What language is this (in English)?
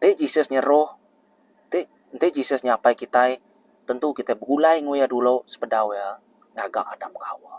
Iban